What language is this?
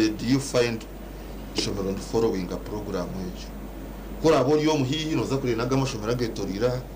Nyankole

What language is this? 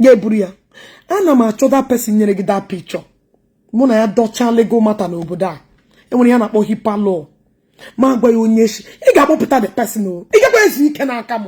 Igbo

